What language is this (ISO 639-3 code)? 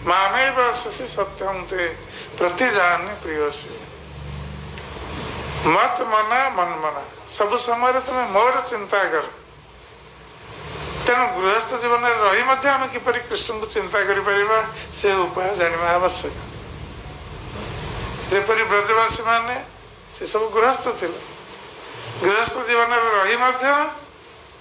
ori